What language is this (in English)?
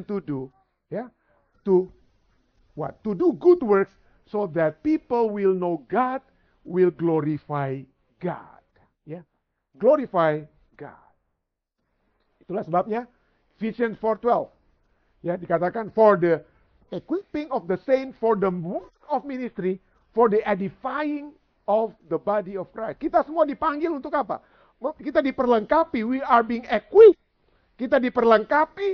Indonesian